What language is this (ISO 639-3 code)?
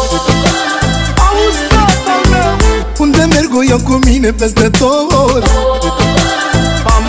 ron